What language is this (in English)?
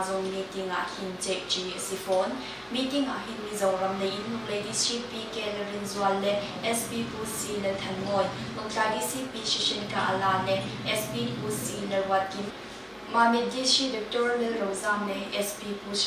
Hakha Chin